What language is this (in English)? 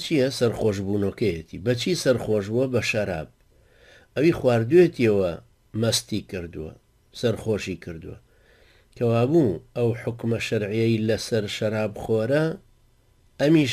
Central Kurdish